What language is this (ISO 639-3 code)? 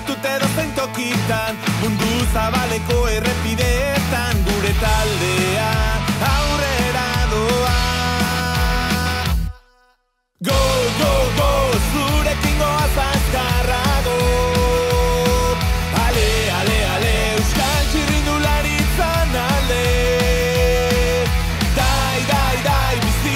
eus